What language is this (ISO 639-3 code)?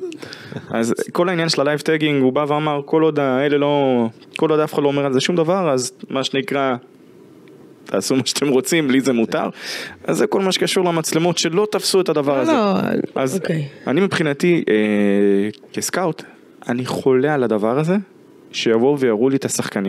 heb